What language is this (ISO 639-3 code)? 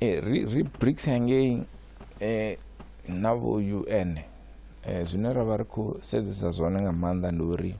ven